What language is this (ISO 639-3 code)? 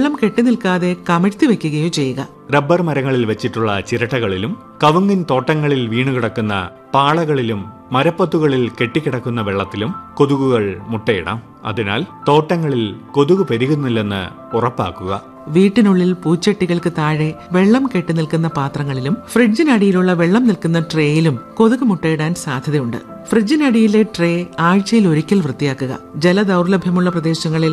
mal